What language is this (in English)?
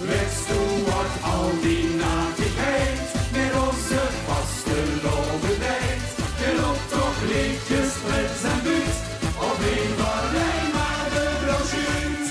Limburgish